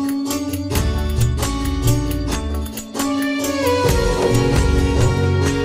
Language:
Marathi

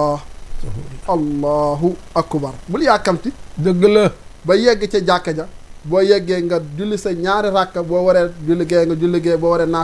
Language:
Wolof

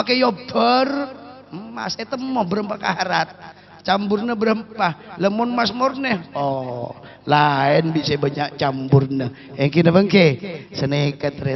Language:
Madurese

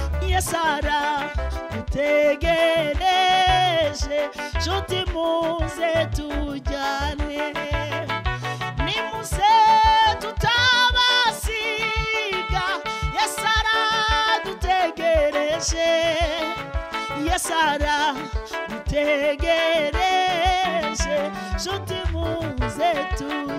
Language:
Kinyarwanda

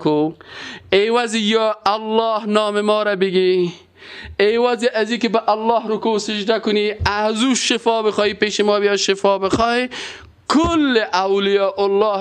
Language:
Persian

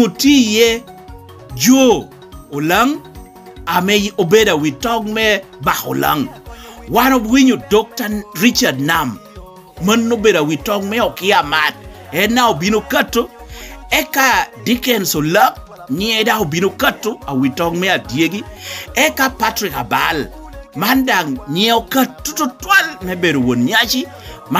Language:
Lango (Uganda)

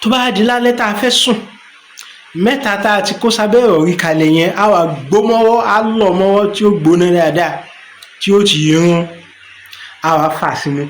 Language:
Yoruba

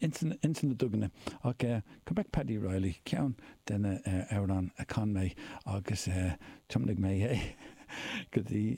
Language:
Irish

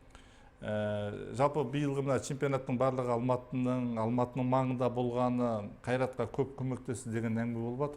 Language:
Kazakh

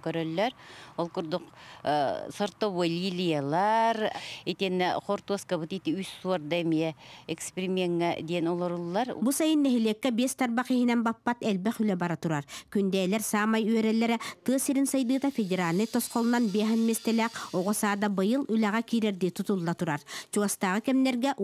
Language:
Yakut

